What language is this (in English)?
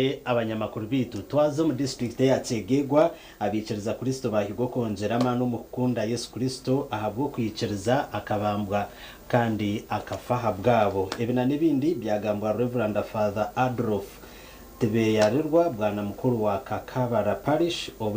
Nyankole